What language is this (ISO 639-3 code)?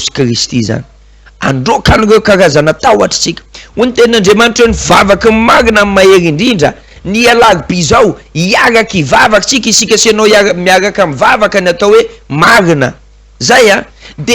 mlg